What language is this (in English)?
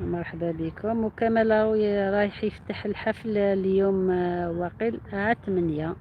Algerian Arabic